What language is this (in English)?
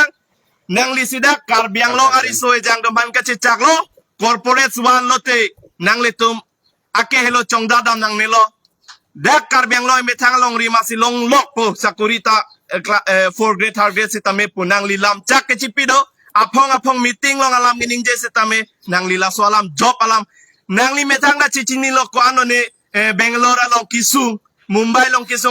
Karbi